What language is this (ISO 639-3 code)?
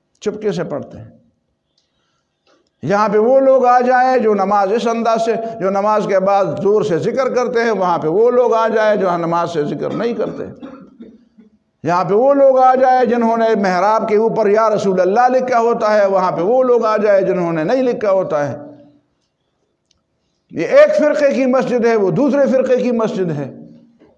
urd